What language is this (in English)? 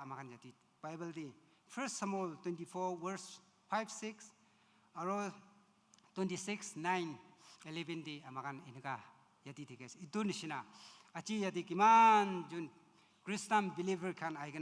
Naga Pidgin